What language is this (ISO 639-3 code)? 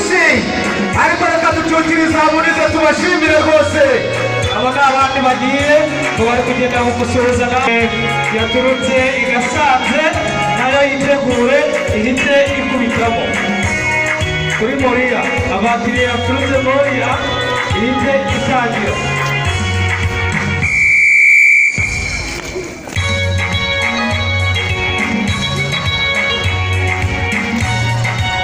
kin